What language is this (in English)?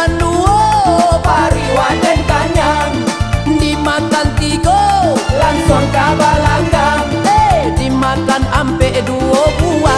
Minangkabau